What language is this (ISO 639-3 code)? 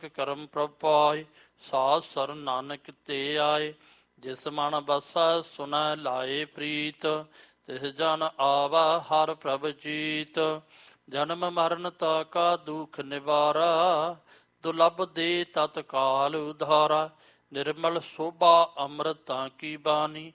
pan